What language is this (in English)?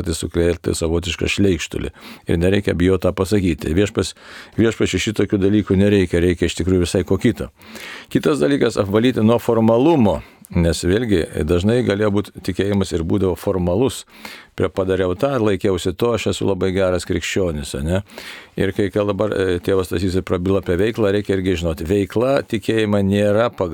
Lithuanian